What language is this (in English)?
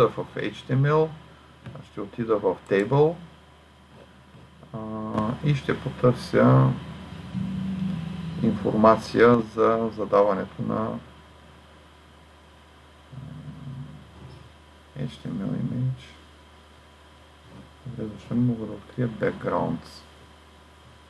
Bulgarian